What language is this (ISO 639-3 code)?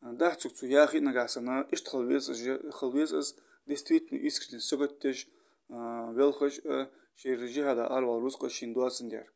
inh